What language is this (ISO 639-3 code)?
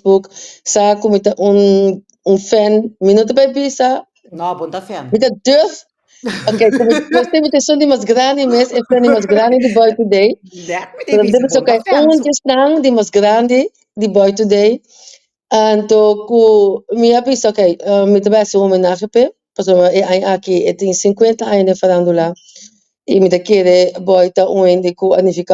pap